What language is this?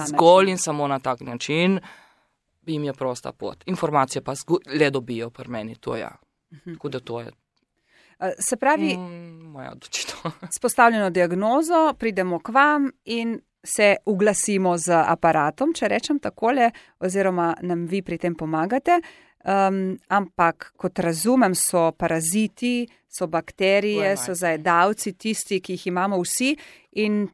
Slovenian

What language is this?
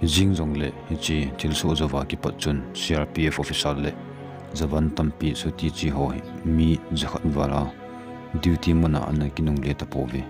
Thado Chin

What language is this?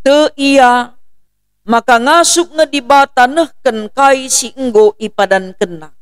Batak Karo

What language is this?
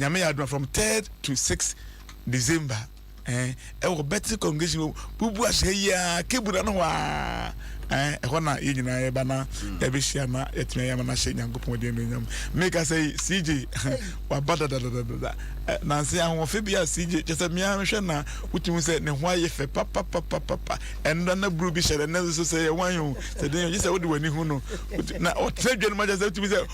Akan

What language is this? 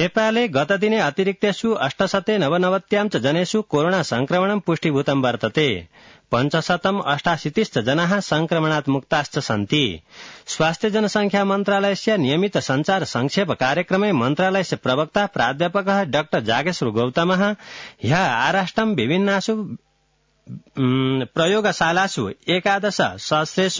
Sanskrit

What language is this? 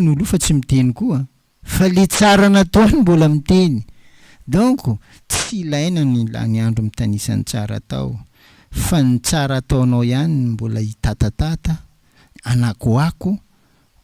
Malagasy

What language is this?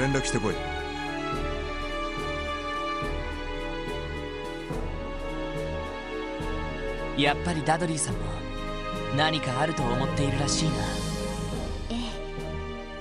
Japanese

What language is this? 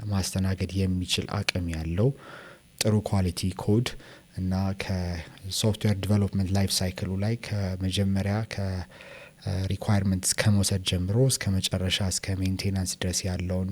Amharic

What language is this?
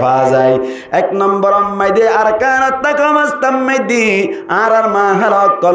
Rohingya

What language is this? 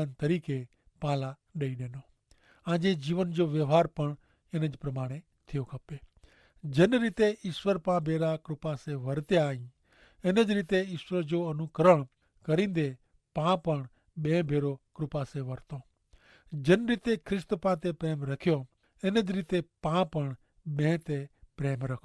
Kachhi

